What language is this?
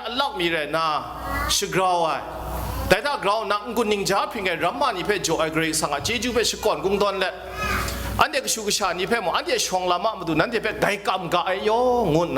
Kachin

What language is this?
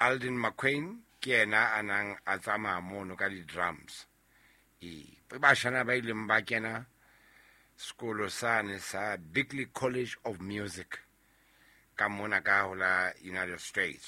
Southern Sotho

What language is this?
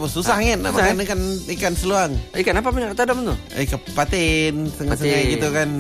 Malay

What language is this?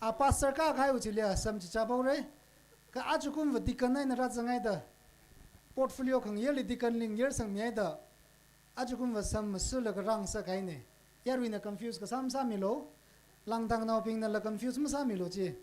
Tangkhul Naga (India)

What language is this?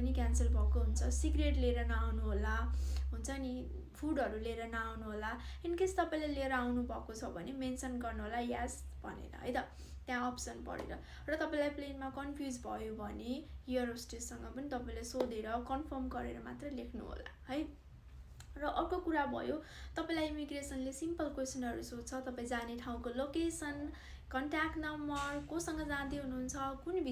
Nepali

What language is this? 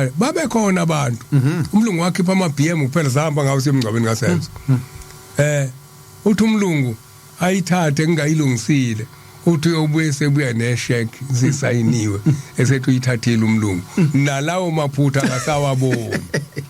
Zulu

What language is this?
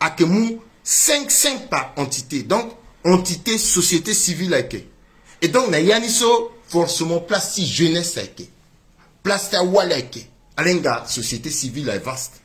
Sango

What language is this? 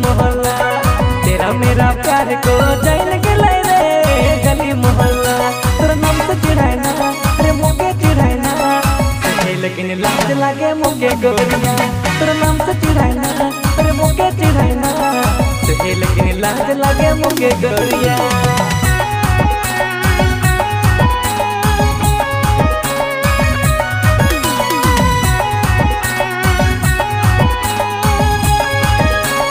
Sadri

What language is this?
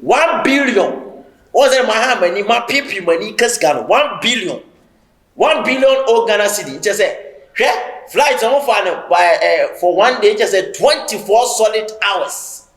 Akan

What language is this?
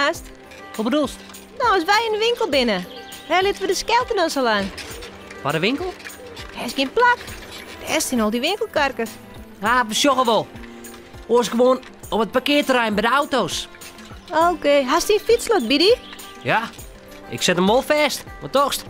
Western Frisian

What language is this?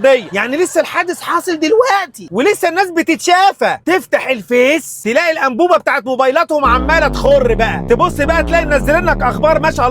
Egyptian Arabic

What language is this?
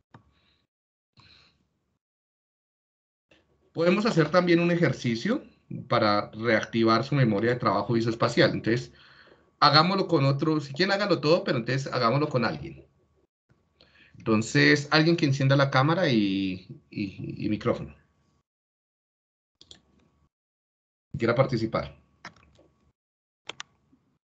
Spanish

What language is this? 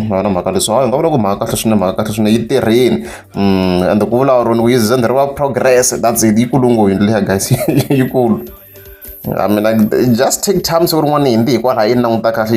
Tsonga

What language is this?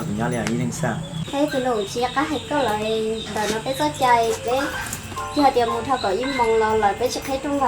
Hmong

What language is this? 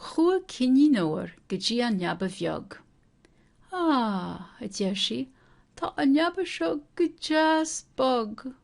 Irish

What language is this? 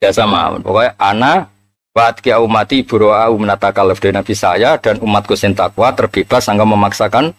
Javanese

